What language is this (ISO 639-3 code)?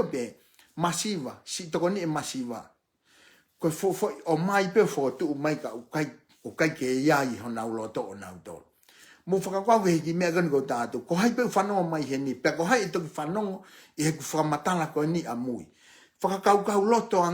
ton